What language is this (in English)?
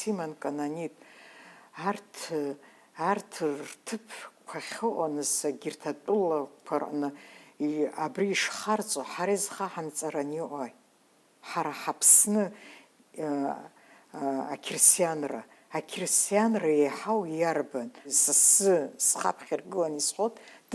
Abkhazian